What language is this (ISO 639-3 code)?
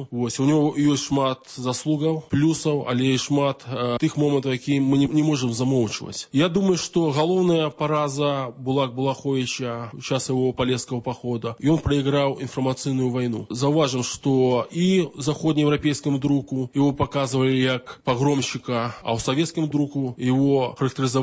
bel